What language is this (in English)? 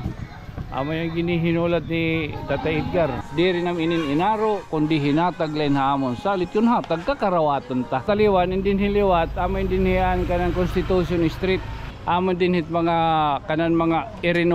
Waray